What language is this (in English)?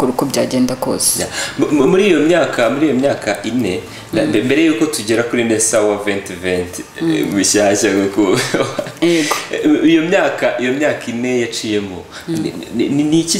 Kinyarwanda